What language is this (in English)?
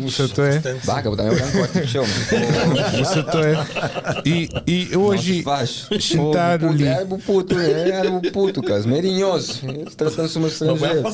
Kabuverdianu